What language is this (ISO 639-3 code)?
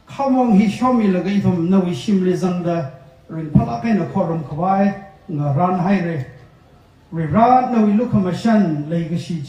nmf